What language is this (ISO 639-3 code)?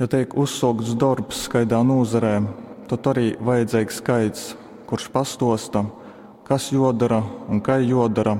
ltg